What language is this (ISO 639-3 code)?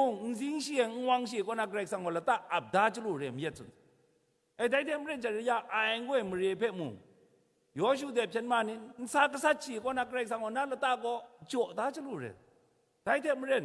kac